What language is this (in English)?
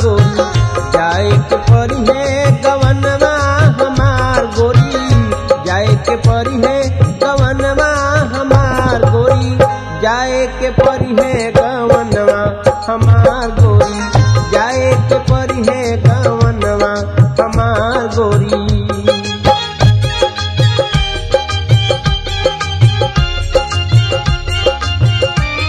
Bhojpuri